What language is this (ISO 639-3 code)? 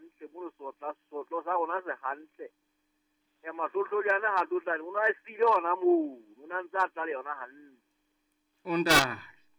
sot